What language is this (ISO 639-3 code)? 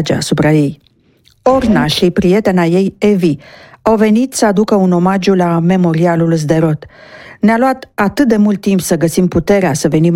ron